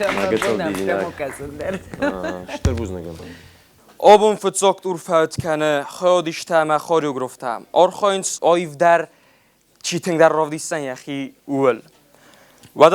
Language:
Ossetic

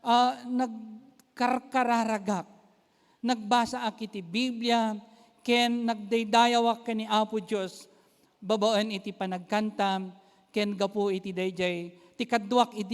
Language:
Iloko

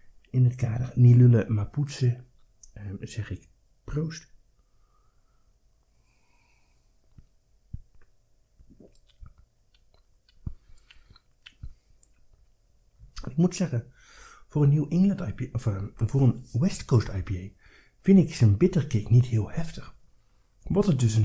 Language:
Dutch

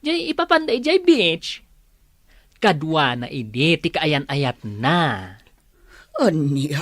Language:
Iloko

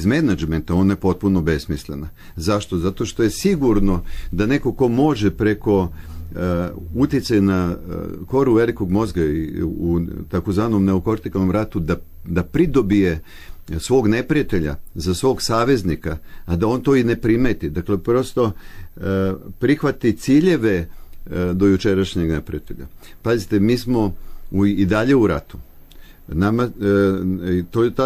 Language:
Serbian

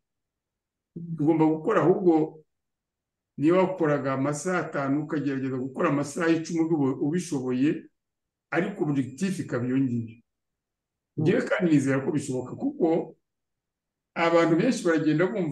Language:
Kinyarwanda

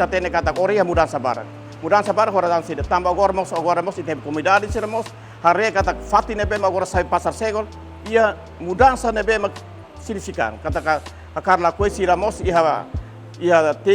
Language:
Tetum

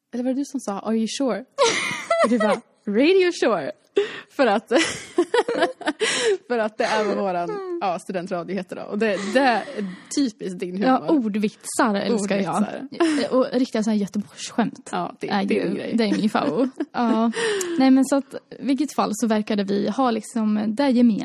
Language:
Swedish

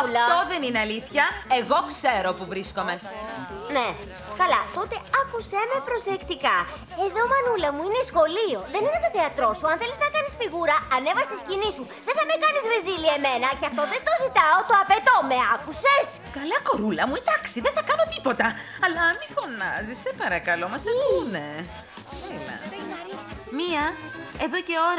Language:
Greek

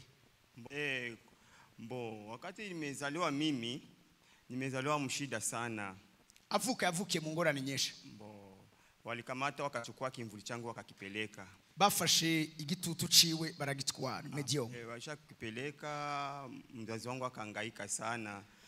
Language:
Rundi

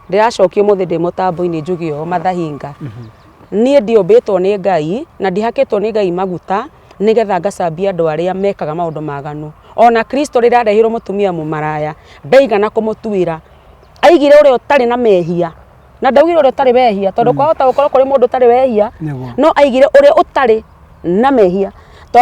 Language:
Kikuyu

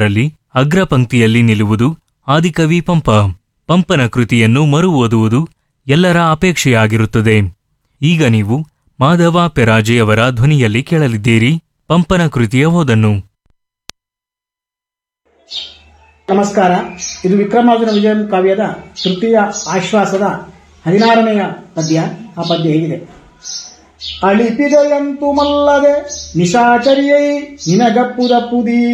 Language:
Kannada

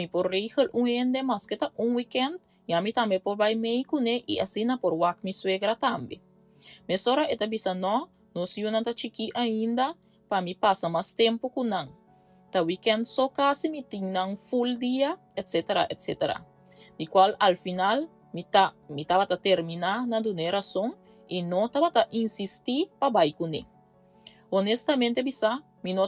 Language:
Papiamento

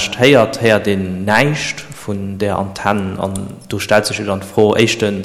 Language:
Luxembourgish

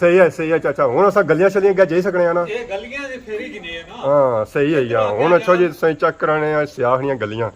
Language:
Pahari-Potwari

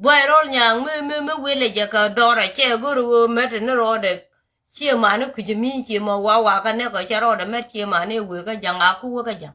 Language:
Nuer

